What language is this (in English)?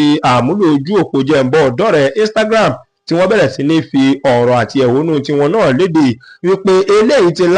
Yoruba